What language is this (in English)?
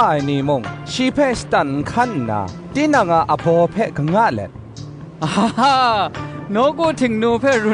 Kachin